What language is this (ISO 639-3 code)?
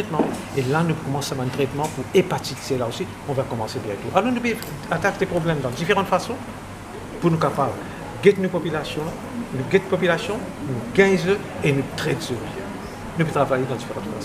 mfe